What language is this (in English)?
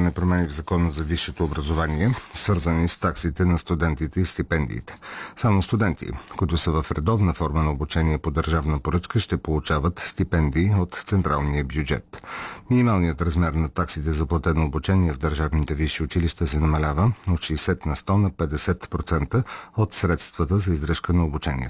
Bulgarian